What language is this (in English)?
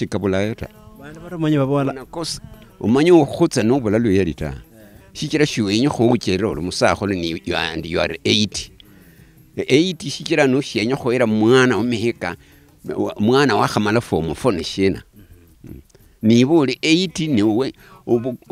Luyia